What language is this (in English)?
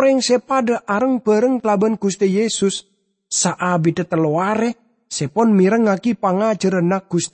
Madurese